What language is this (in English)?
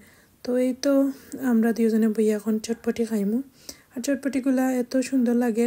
Sylheti